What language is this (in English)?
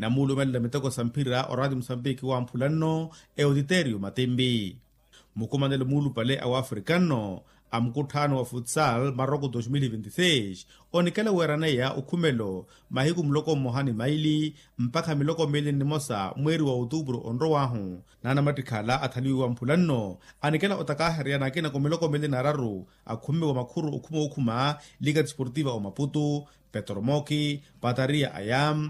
Makhuwa